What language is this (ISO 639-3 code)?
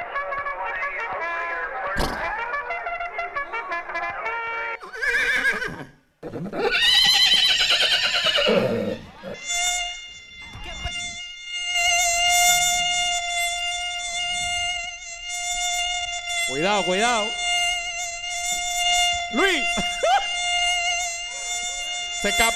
spa